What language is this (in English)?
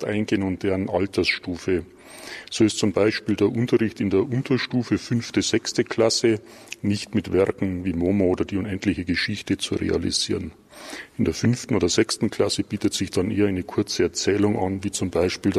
German